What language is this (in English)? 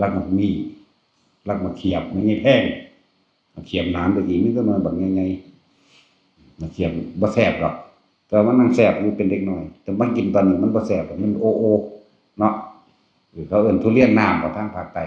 Northeastern Thai